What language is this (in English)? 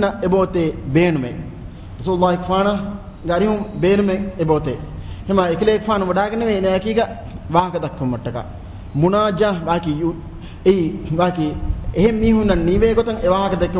Divehi